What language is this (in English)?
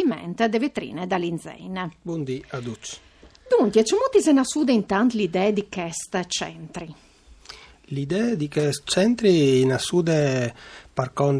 Friulian